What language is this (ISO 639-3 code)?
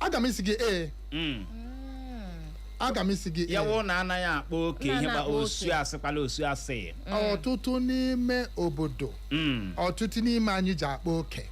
ibo